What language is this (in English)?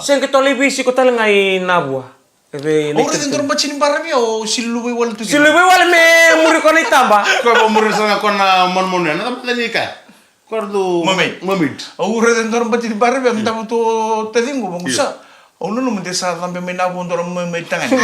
Fijian